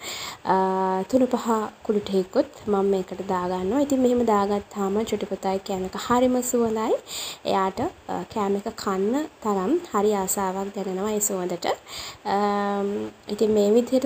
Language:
Sinhala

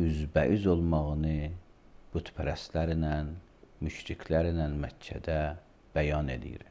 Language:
Azerbaijani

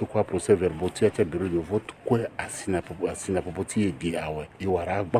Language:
Sango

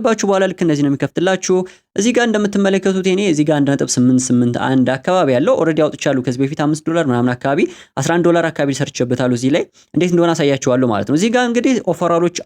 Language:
Amharic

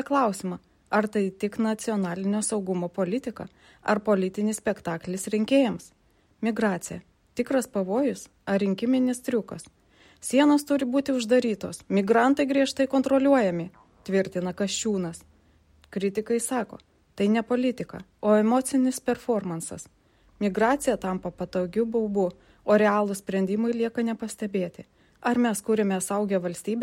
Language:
Lithuanian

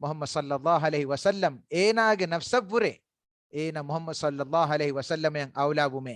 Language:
Divehi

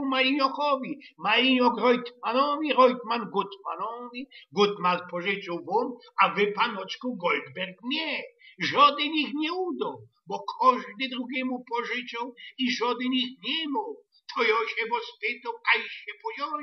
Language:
Silesian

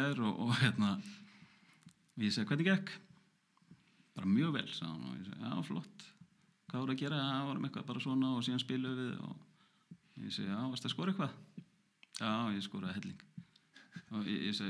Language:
Icelandic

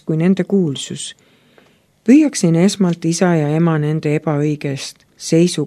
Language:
Estonian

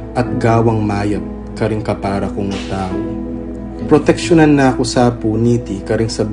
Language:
Pampanga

